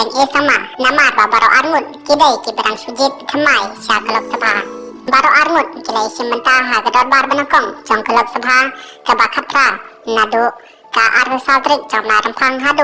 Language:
Khasi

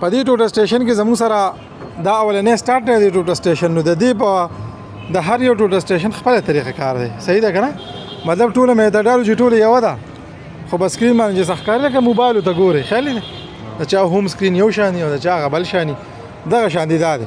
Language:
Pashto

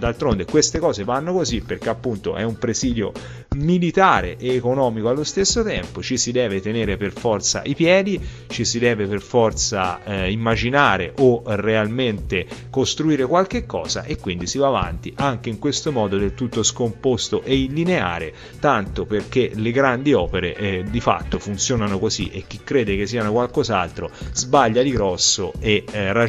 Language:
Italian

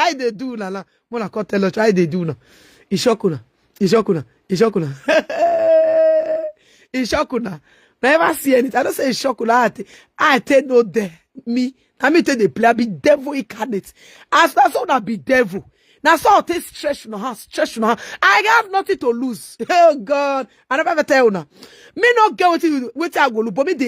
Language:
Nigerian Pidgin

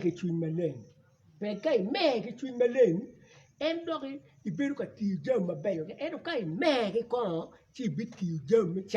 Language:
Acoli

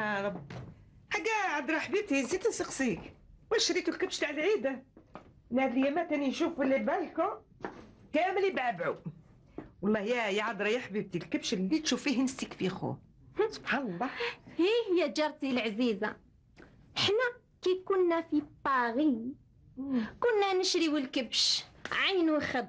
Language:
Algerian Arabic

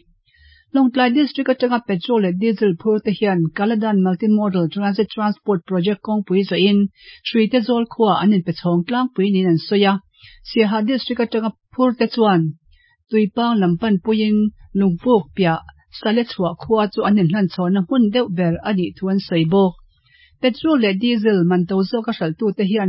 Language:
Mizo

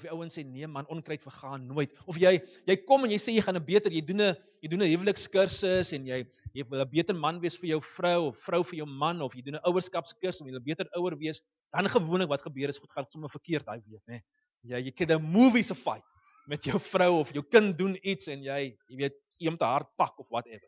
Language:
Afrikaans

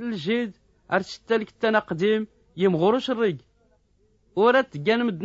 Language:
Tachelhit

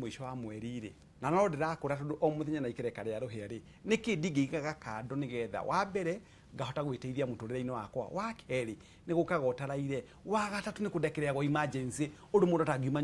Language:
Kikuyu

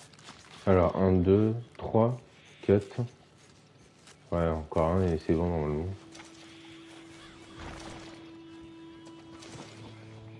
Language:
French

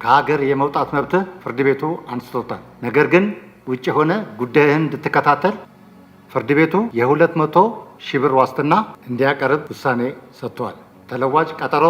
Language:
Amharic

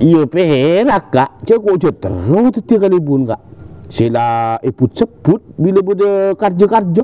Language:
Madurese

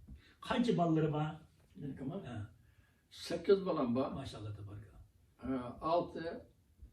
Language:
Uyghur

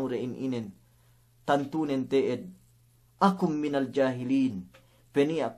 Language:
Yakan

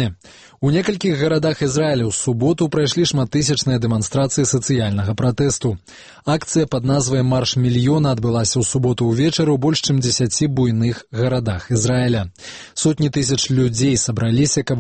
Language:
Belarusian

